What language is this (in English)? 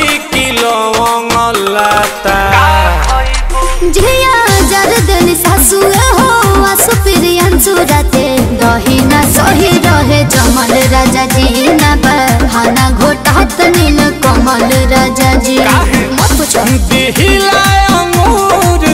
Bhojpuri